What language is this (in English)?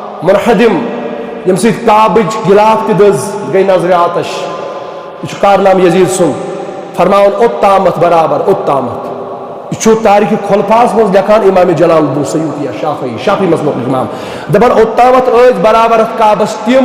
Kashmiri